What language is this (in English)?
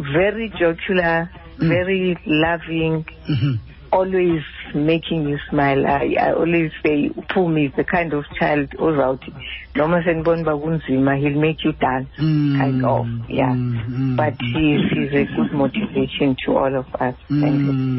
Xhosa